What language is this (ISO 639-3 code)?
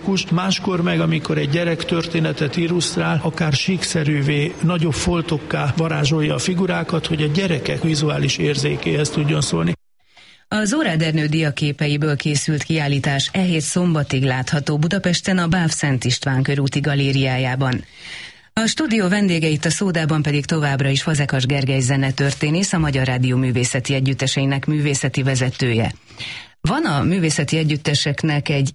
hun